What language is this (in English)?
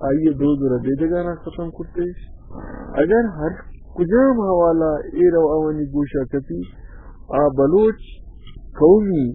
Baluchi